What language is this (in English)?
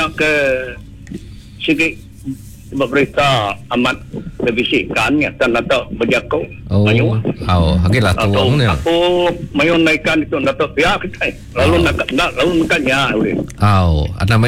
Iban